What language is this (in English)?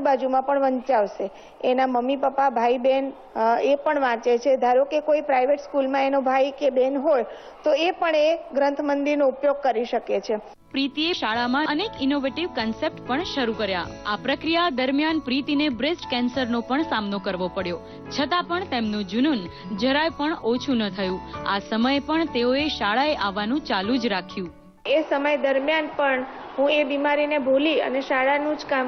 Gujarati